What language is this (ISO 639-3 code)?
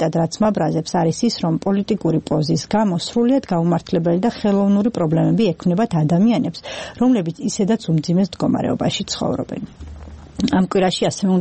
kat